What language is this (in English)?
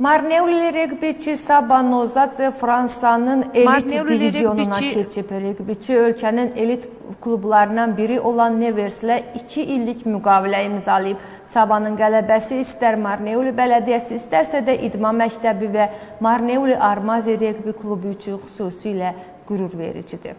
Azerbaijani